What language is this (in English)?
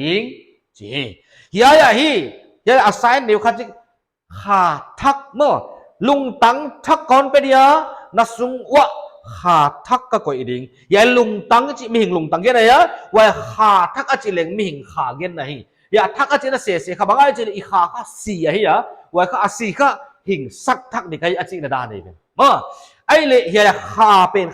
Paite Chin